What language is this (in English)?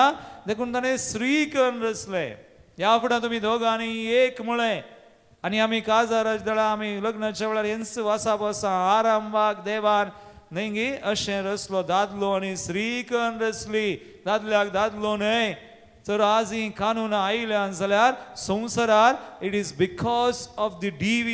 Konkani